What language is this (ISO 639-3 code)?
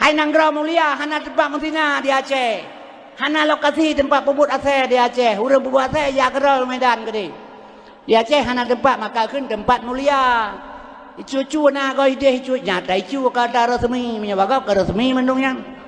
ace